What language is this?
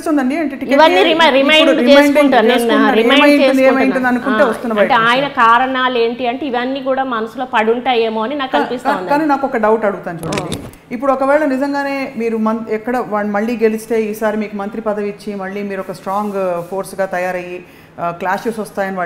Telugu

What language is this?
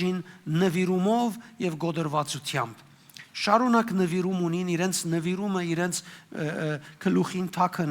Western Armenian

